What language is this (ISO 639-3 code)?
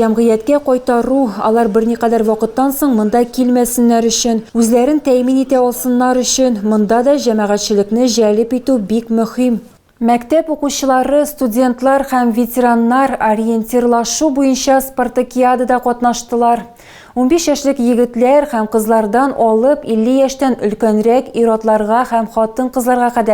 tat